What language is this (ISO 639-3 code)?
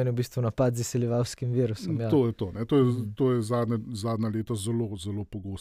slv